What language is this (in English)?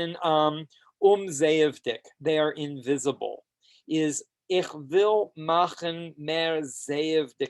Yiddish